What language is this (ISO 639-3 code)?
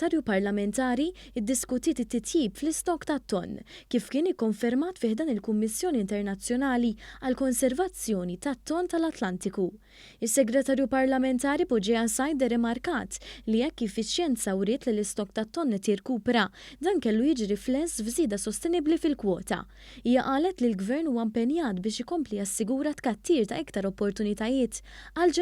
mlt